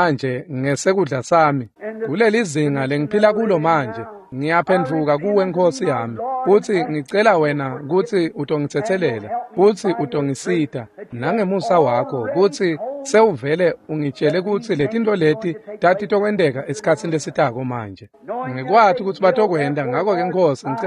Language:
Swati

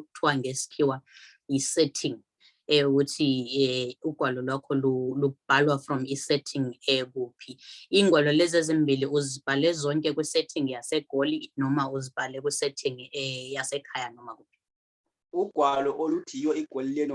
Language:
Zulu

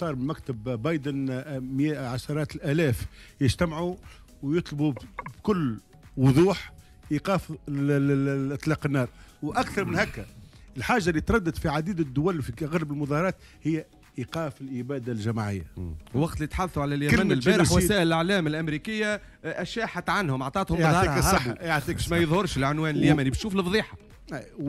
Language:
Tunisian Arabic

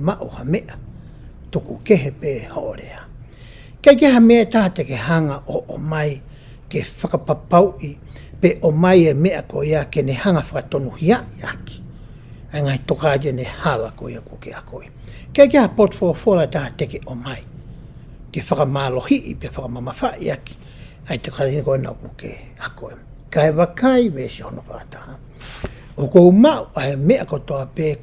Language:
Tongan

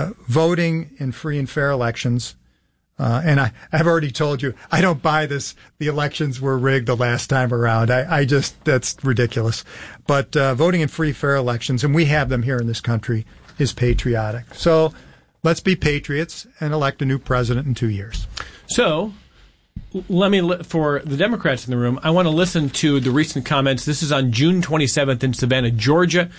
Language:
English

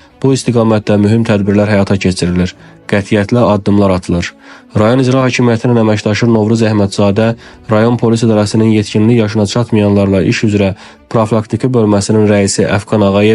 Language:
Azerbaijani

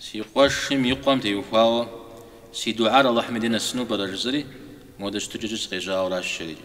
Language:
Kabardian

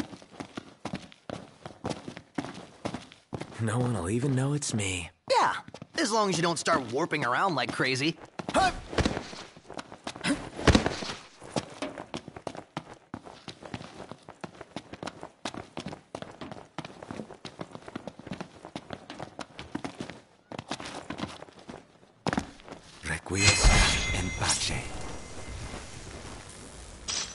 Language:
English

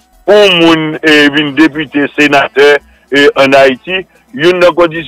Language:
Haitian Creole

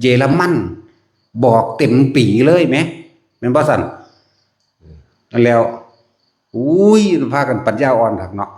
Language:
Northeastern Thai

